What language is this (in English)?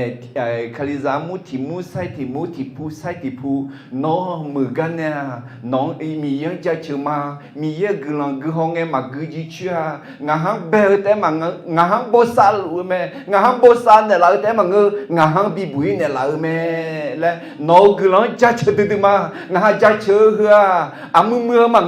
Akha